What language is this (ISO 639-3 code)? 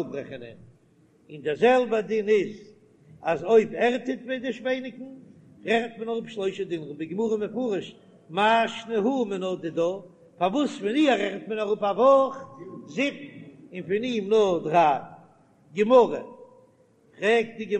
yid